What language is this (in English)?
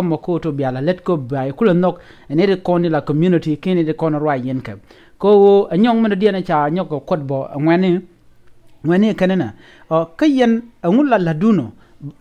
Nuer